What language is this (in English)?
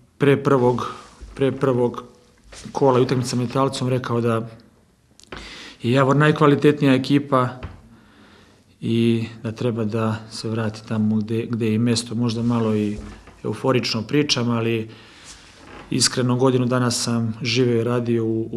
Serbian